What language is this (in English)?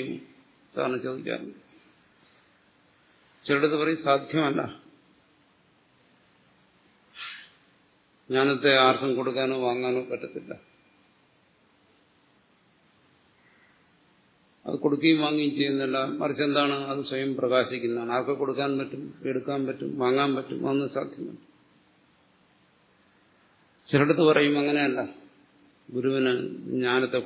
Malayalam